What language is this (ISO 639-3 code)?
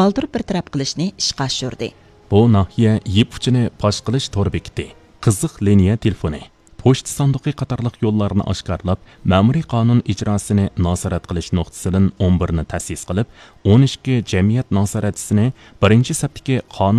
uig